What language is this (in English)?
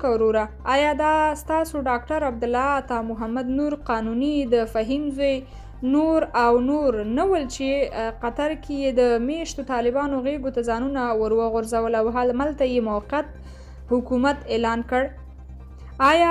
Pashto